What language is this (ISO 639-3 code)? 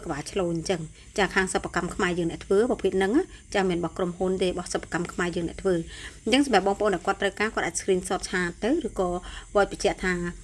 khm